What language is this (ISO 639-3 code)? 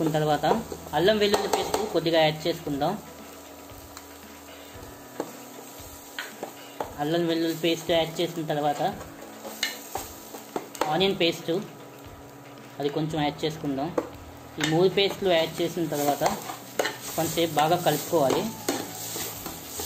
tel